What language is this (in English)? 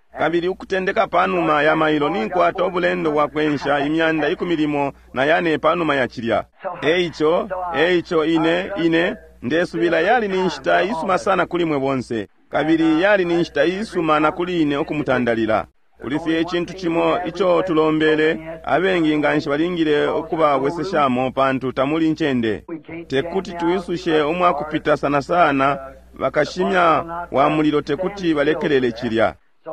Bemba